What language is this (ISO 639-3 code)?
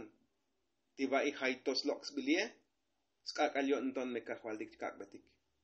tzo